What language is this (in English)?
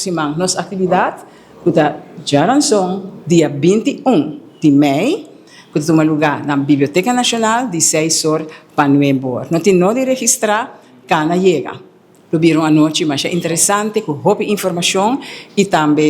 Papiamento